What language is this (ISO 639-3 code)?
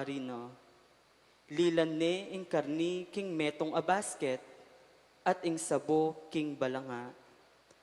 pam